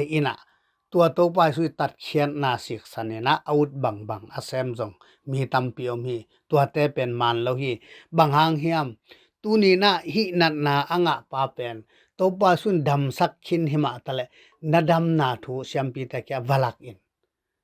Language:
Tedim Chin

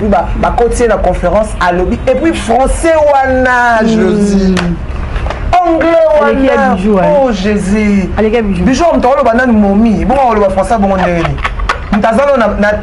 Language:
Lingala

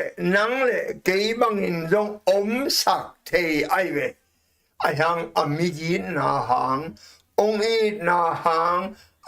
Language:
Tedim Chin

